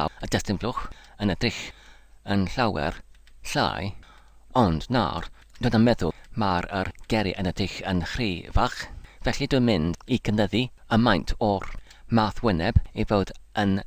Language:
Welsh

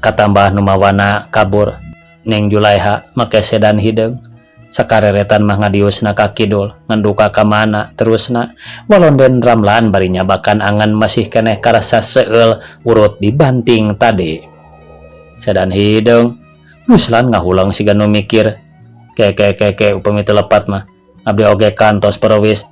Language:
Sundanese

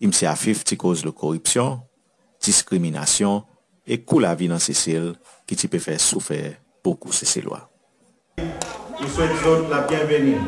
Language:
Seselwa Creole French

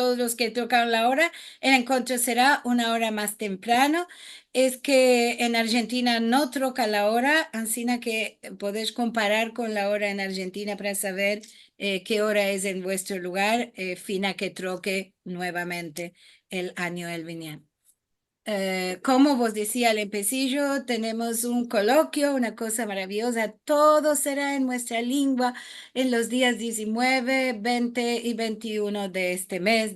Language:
Ladino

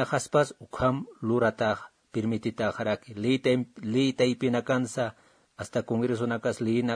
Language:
Aymara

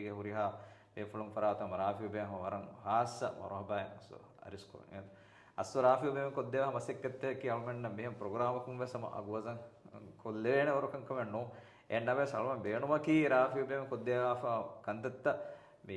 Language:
Divehi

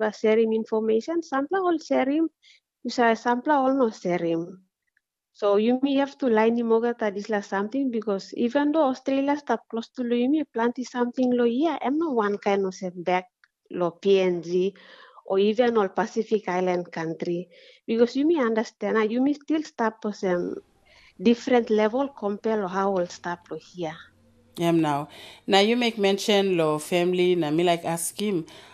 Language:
Tok Pisin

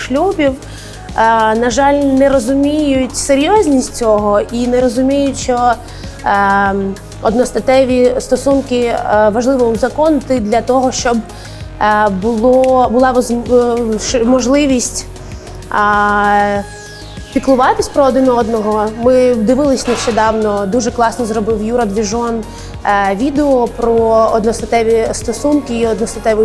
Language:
Ukrainian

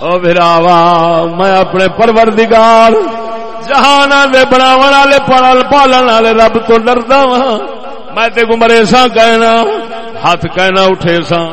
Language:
Saraiki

